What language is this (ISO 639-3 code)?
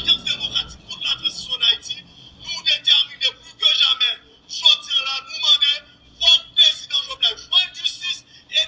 hat